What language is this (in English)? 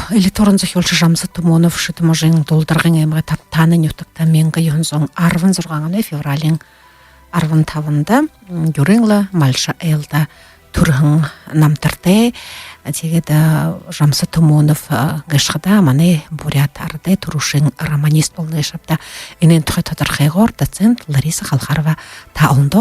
Buriat